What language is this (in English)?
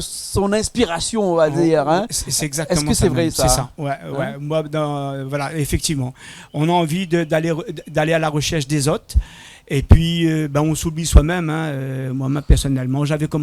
Réunion Creole French